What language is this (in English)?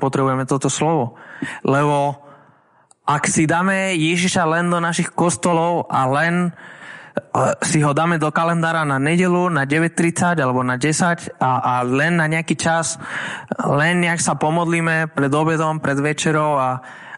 Slovak